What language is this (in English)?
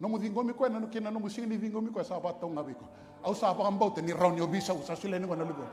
Fijian